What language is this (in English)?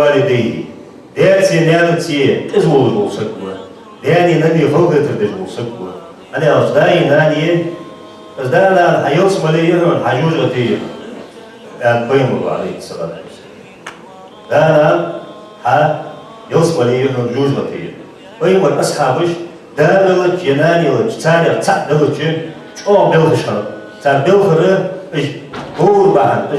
Ingush